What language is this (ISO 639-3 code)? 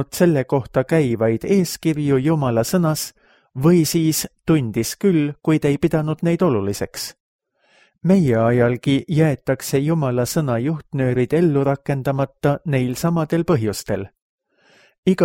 est